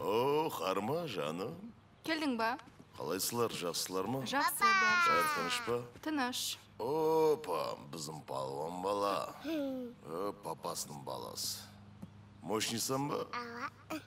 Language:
Kara-Kalpak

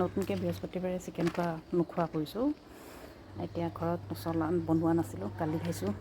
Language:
Assamese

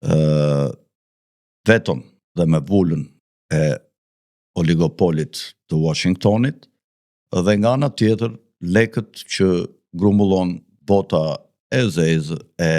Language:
Albanian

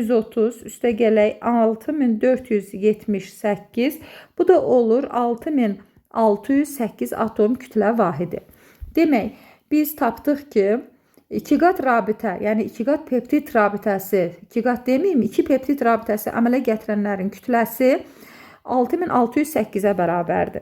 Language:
Azerbaijani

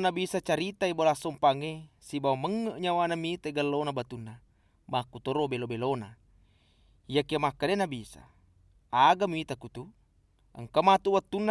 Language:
Buginese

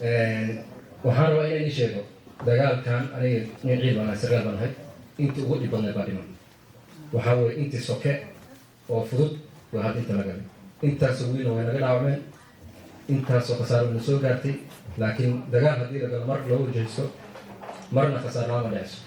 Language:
Somali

